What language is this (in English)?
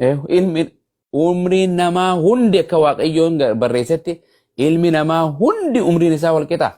Oromo